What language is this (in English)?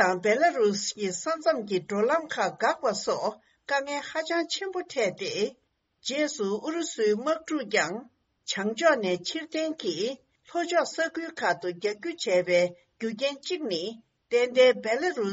Tibetan